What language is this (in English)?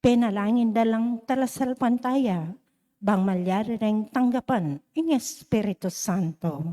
Pampanga